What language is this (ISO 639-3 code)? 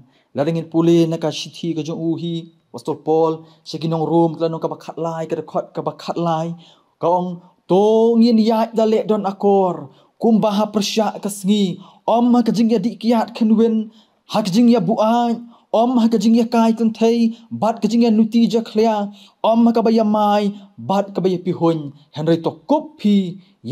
kha